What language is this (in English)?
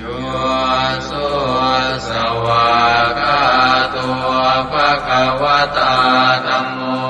Pali